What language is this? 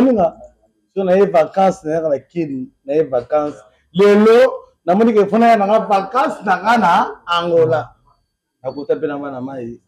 Lingala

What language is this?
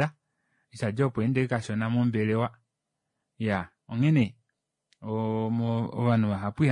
Kuanyama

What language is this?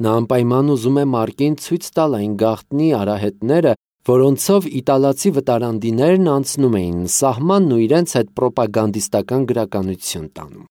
Armenian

